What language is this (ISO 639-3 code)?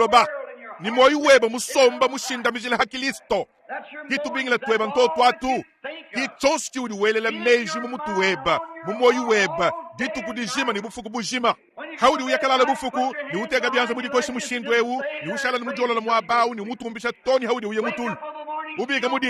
lua